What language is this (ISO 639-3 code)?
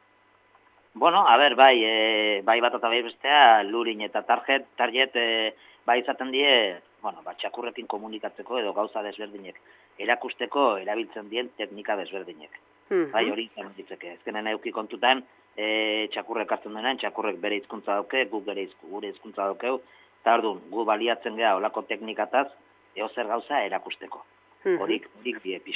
eus